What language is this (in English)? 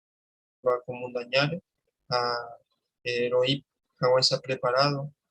Guarani